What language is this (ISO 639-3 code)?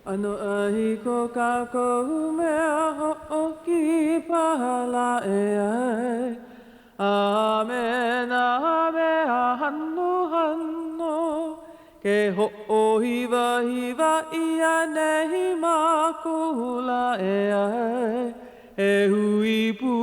haw